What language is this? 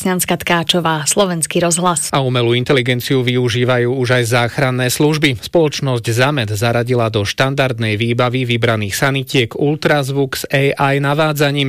Slovak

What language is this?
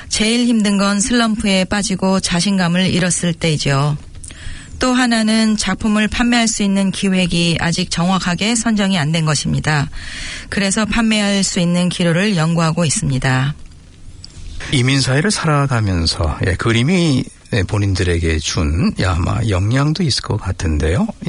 Korean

